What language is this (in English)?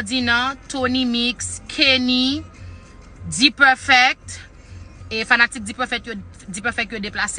Haitian Creole